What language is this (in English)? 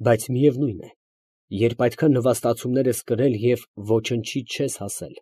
Armenian